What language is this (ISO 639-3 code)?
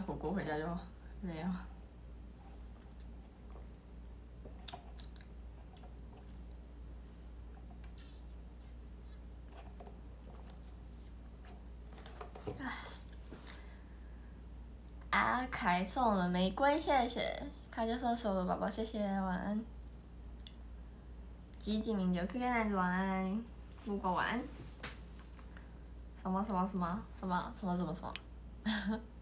zho